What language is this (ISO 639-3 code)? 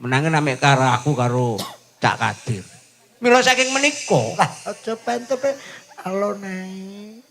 jav